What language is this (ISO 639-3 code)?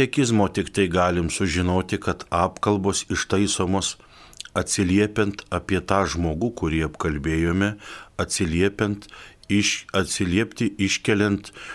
lit